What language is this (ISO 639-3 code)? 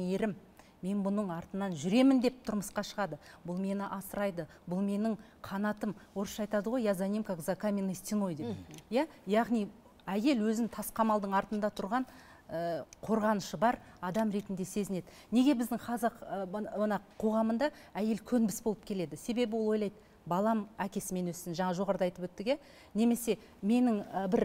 kaz